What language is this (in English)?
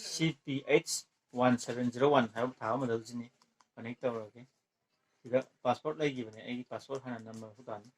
Manipuri